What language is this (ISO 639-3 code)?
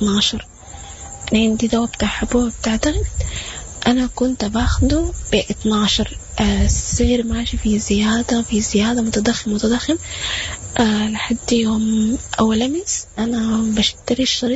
apd